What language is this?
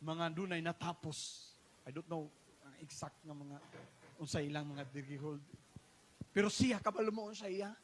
Cebuano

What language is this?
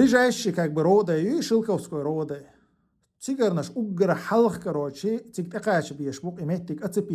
Chechen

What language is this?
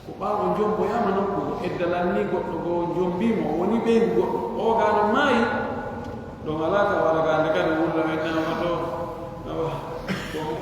Pular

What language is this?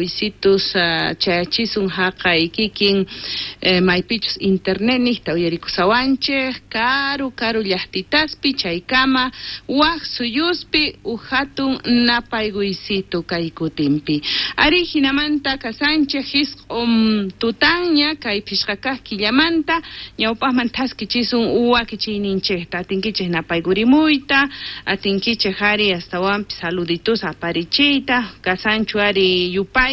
South Bolivian Quechua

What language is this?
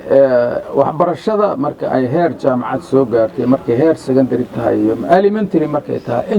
Somali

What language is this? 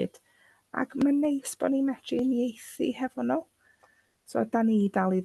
Welsh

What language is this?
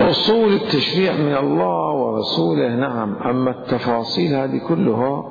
Mesopotamian Arabic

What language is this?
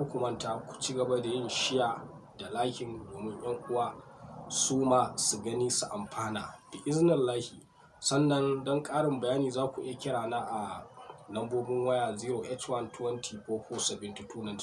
Hausa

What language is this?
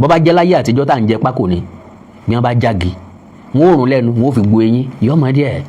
Yoruba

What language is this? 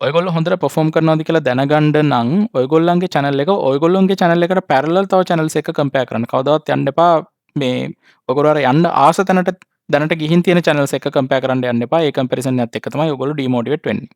Sinhala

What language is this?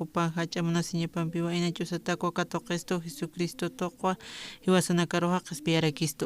Aymara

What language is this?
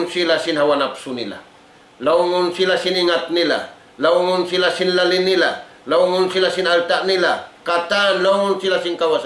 Tausug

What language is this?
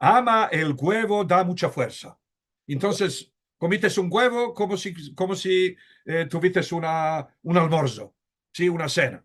Ladino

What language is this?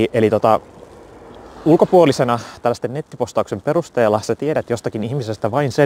Finnish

